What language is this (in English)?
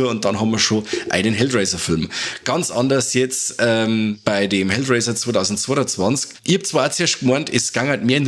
Bavarian